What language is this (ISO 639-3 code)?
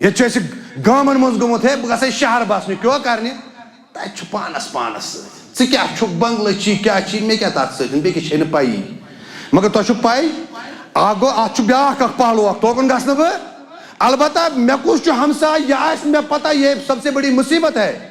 kas